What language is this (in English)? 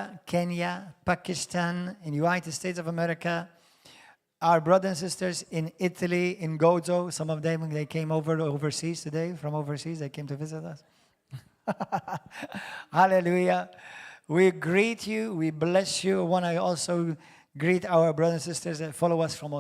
English